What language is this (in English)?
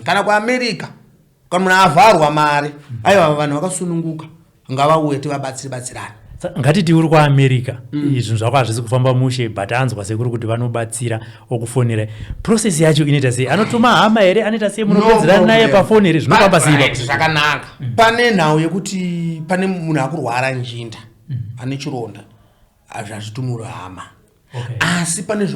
Shona